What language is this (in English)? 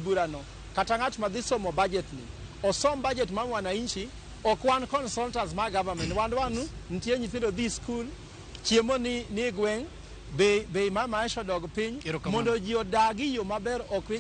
Luo (Kenya and Tanzania)